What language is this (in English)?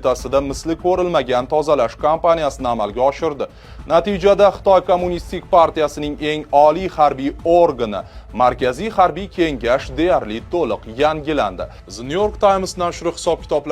Uzbek